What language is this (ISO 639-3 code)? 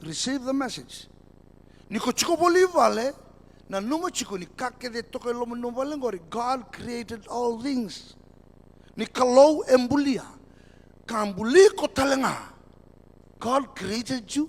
fij